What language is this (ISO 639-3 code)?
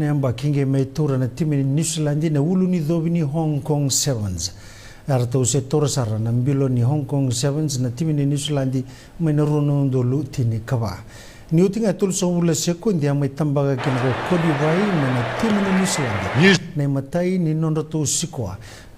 fij